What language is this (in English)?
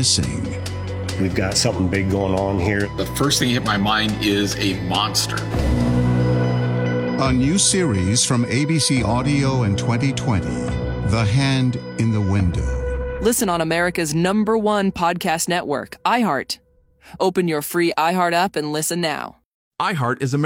English